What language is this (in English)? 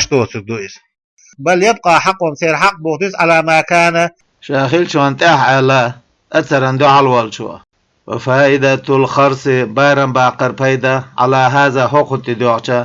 Chechen